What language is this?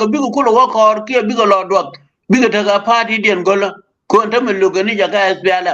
Nuer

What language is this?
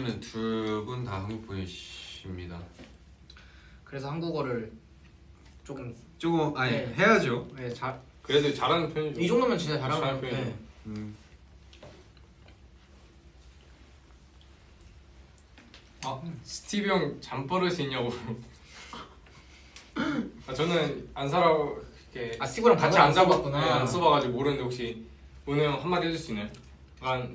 Korean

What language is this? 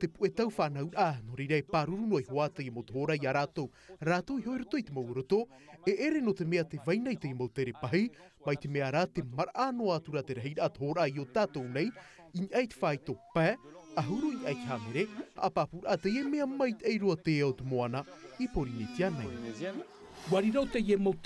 Tahitian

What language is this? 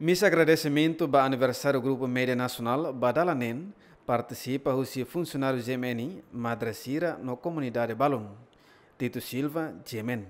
Tetum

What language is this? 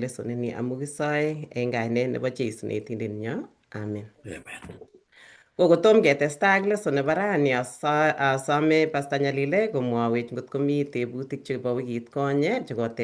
Kalenjin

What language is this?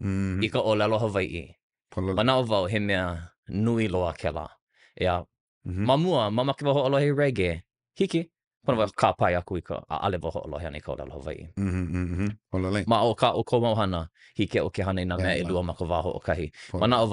Hawaiian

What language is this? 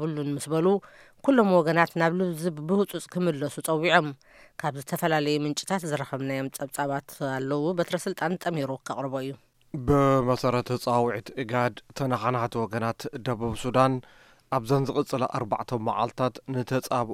Tigrinya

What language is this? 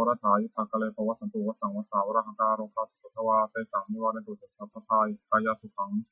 Pali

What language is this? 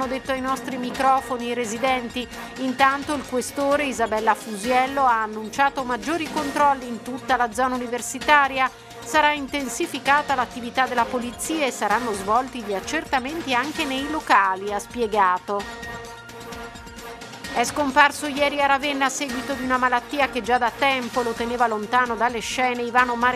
Italian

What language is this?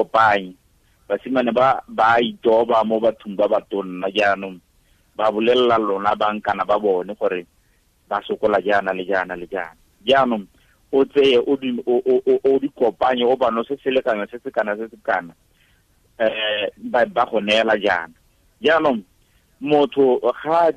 Tswana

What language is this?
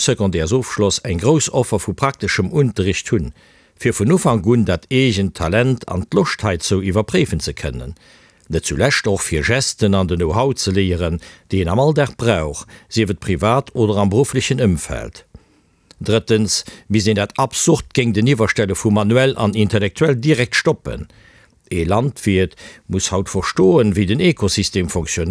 Luxembourgish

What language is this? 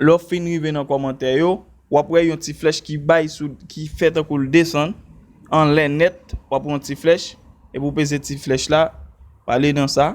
Haitian Creole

